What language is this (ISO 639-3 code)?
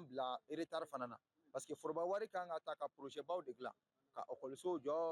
bam